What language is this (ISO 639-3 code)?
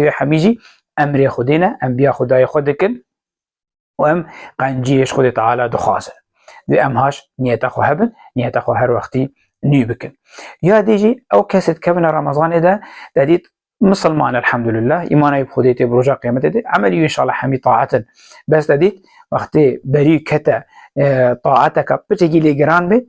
kur